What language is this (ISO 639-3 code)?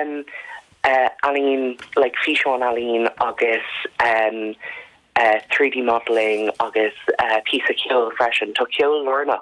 gle